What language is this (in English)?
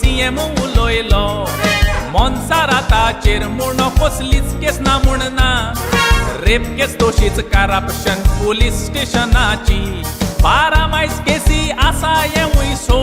Konkani